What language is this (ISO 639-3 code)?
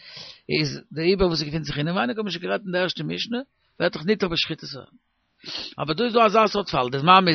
yid